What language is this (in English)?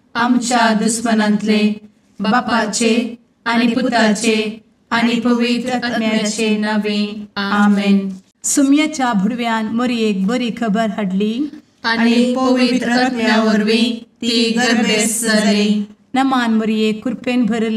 Konkani